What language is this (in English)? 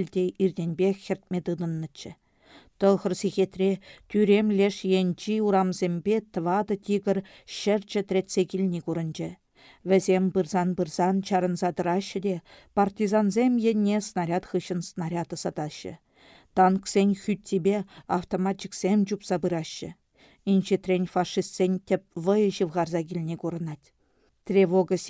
Chuvash